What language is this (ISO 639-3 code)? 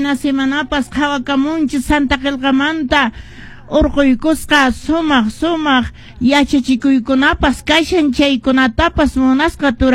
que